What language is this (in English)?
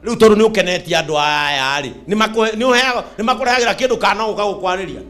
Kikuyu